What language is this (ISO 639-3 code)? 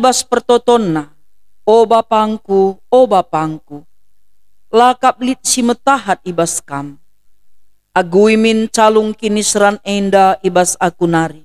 btx